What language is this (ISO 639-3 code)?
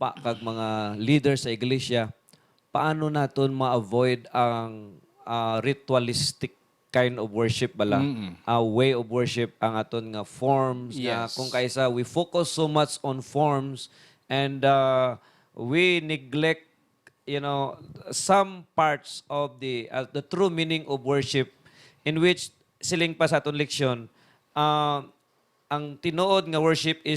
hil